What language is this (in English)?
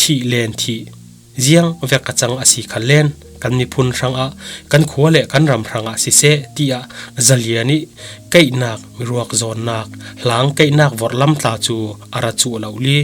Falam Chin